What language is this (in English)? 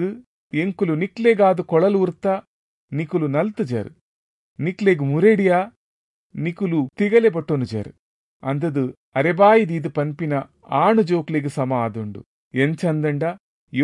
Tulu